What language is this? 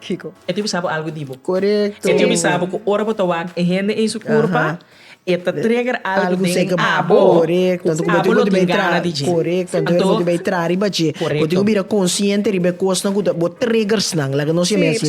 Papiamento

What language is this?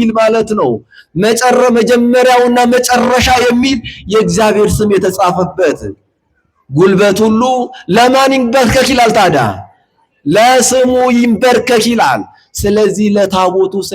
Amharic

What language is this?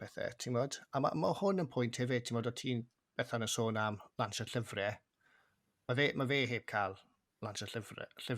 Welsh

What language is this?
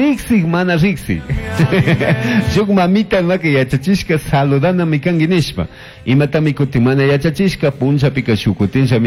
Chimborazo Highland Quichua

